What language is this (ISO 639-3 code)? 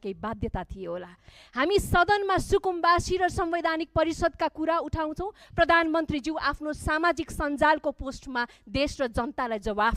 nep